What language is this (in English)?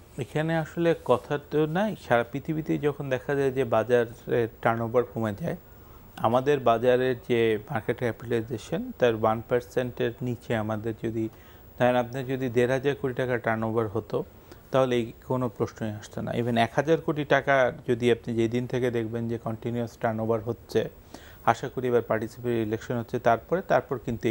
Bangla